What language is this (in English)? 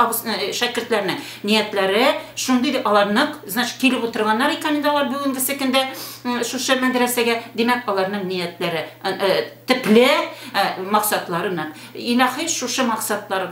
Tatar